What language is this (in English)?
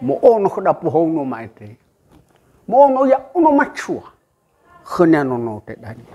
Nias